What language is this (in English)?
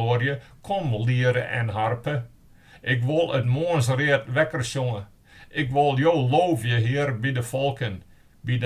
Western Frisian